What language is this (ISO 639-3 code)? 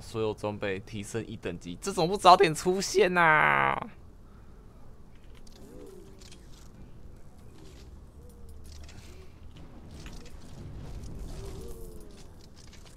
zho